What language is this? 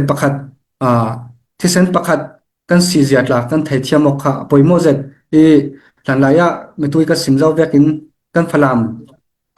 Falam Chin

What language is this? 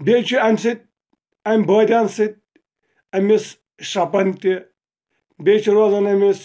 Kashmiri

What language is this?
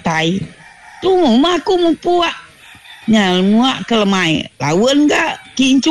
Iban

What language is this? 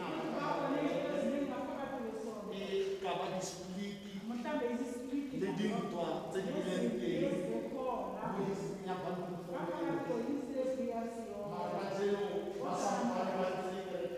Tswana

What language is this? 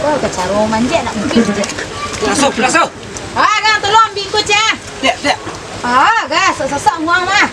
Minangkabau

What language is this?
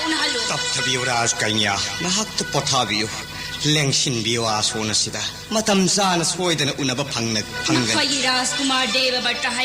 Manipuri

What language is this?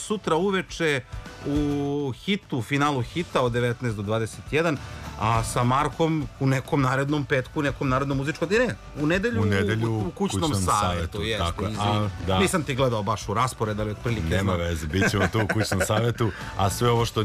Serbian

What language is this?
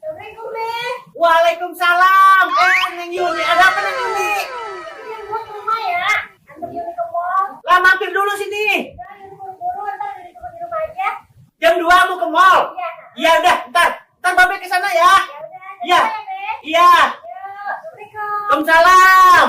Betawi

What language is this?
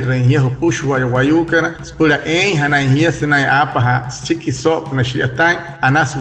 Wayuu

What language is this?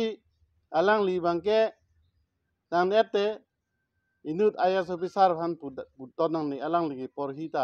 Karbi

